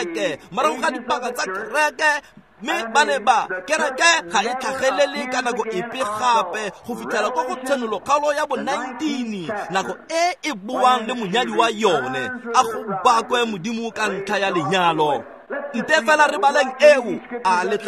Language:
Tswana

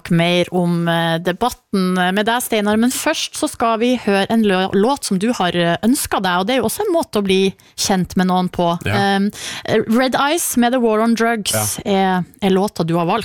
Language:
Norwegian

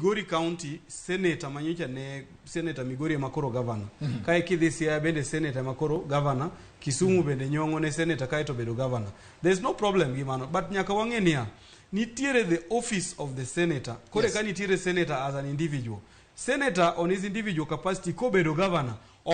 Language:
Luo (Kenya and Tanzania)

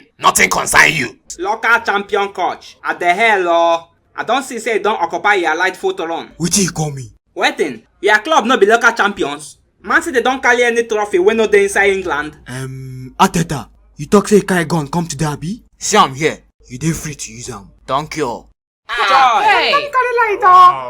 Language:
Nigerian Pidgin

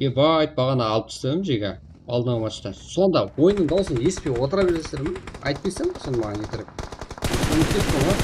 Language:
Kara-Kalpak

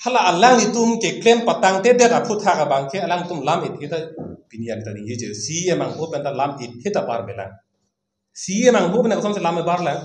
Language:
Karbi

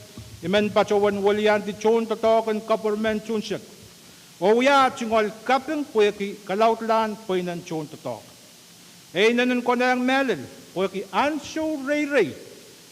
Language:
Pohnpeian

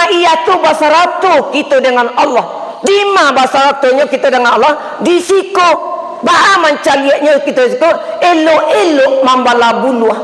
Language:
Minangkabau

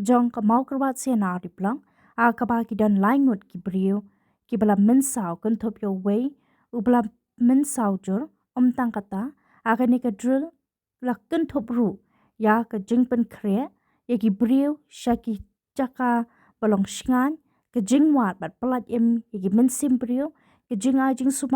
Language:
Khasi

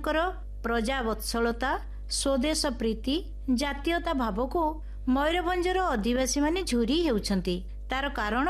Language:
Odia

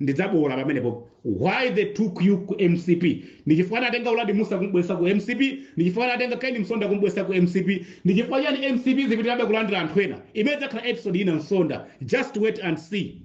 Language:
Nyanja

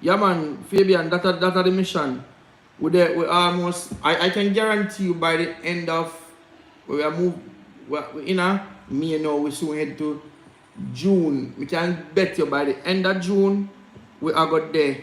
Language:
Jamaican Creole English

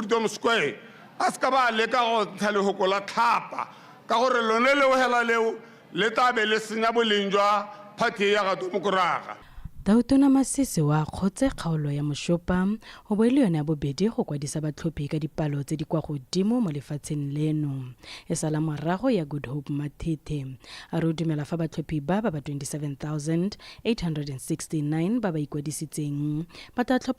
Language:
Tswana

